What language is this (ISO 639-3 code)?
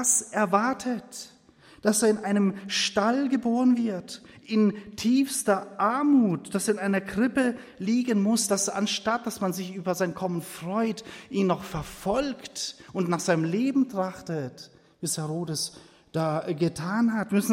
deu